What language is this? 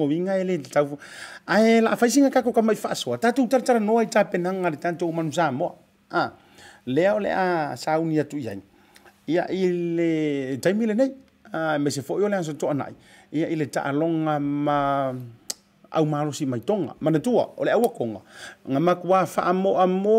Samoan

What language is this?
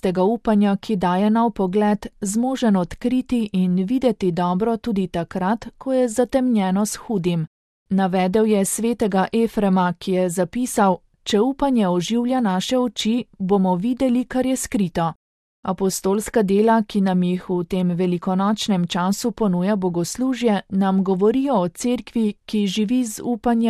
Slovenian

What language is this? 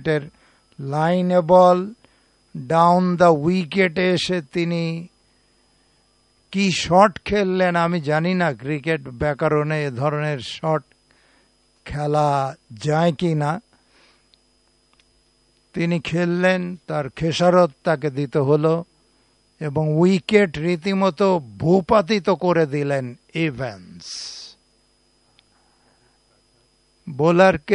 Bangla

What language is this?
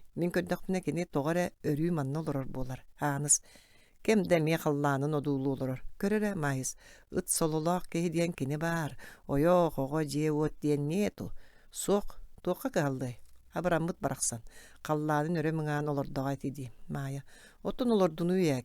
Yakut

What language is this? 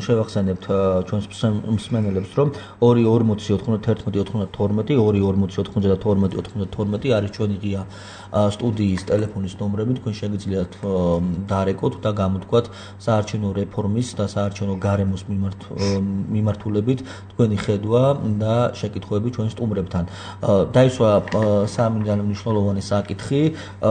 Georgian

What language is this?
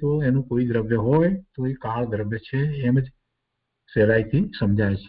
Gujarati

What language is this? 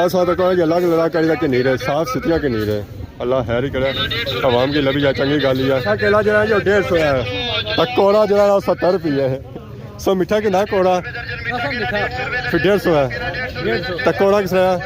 Pahari-Potwari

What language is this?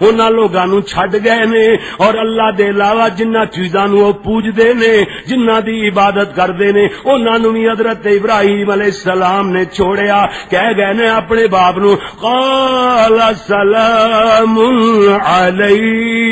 Western Panjabi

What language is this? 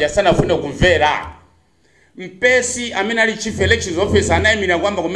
Nyanja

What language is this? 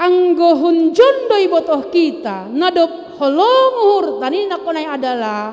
Batak Simalungun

